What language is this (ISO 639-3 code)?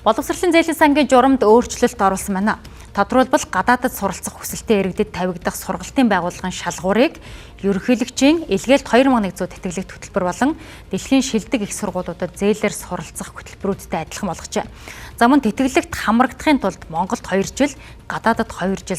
mon